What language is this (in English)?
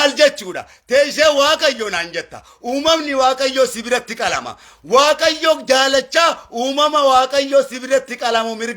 Oromo